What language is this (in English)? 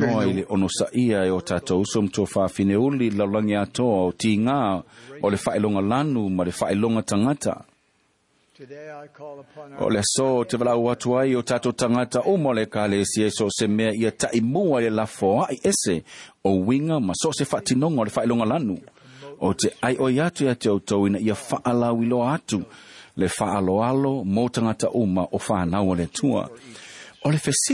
Samoan